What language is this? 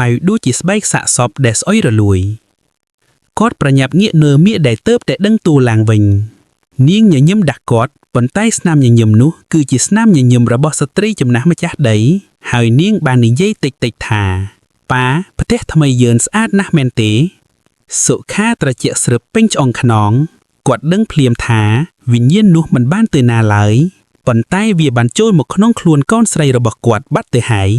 Khmer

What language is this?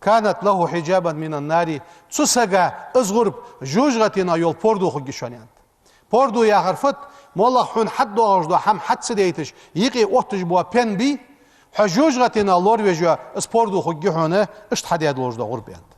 Ingush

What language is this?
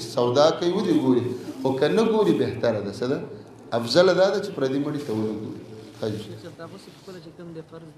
Pashto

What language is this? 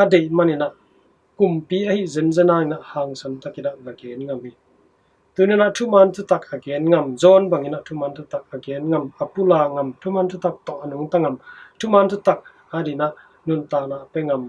Tedim Chin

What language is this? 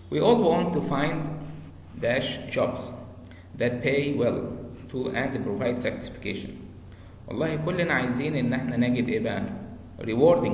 Egyptian Arabic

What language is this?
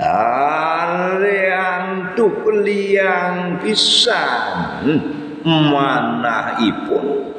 Balinese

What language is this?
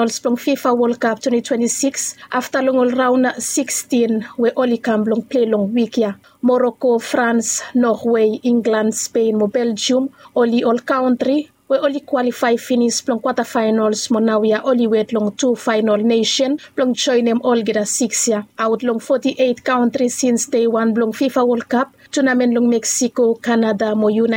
Bislama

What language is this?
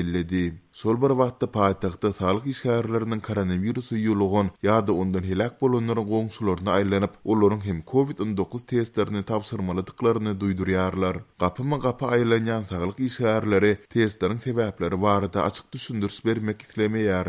Turkmen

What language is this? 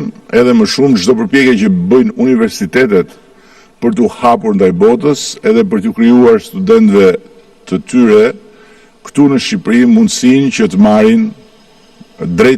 Albanian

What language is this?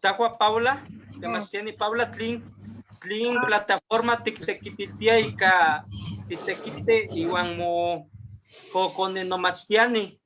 Eastern Huasteca Nahuatl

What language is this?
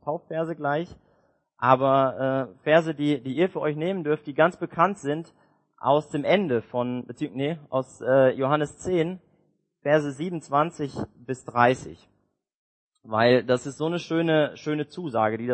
German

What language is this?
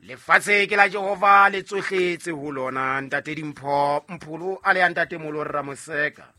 Southern Sotho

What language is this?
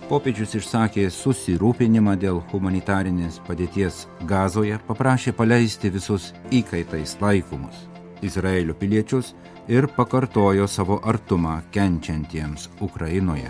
Lithuanian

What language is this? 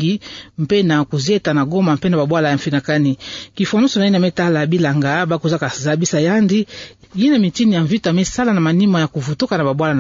Kituba (Democratic Republic of Congo)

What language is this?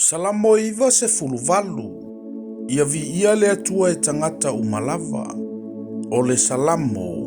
Samoan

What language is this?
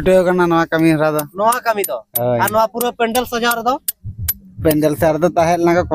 Santali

